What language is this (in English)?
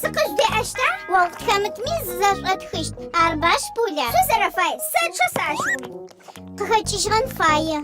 Adyghe